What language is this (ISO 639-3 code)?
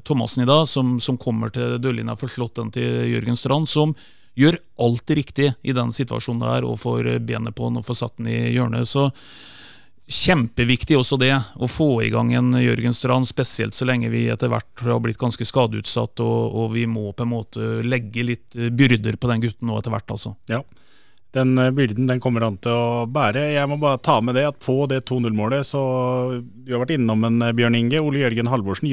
nor